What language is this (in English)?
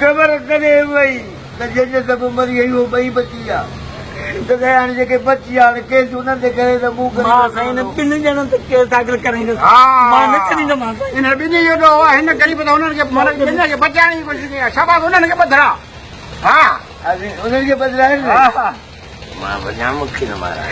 Sindhi